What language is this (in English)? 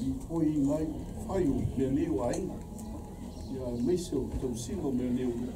Samoan